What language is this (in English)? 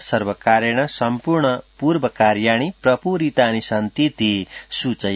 Sanskrit